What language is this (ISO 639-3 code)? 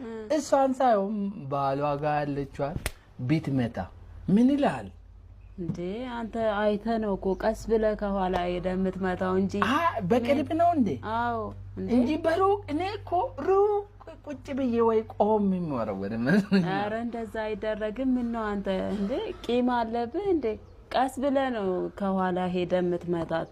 amh